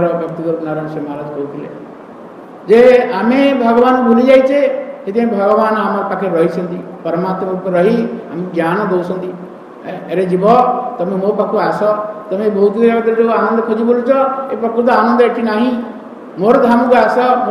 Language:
Odia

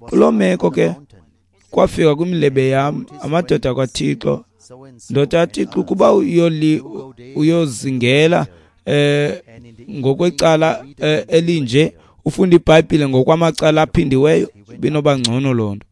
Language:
Xhosa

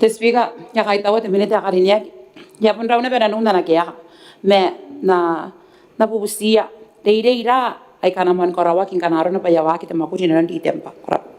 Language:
Gilbertese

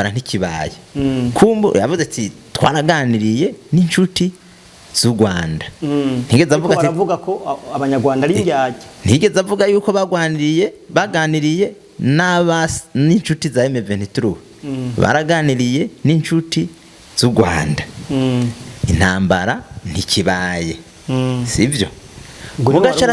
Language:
Rundi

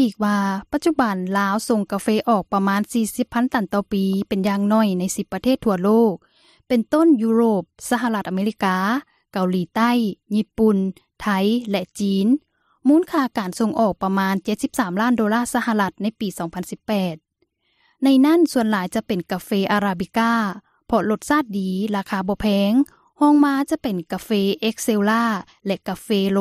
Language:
Lao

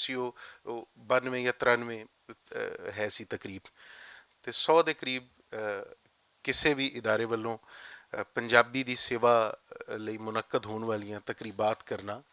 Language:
Western Panjabi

